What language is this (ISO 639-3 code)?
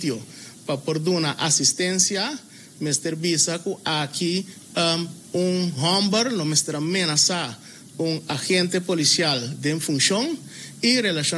pap